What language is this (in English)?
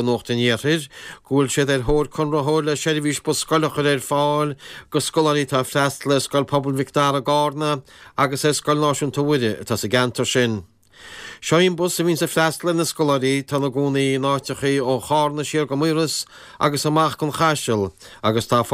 Irish